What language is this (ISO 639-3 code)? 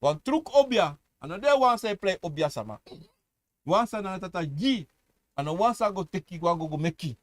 srn